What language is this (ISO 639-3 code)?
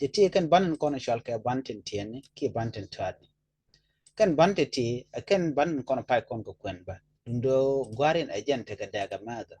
nus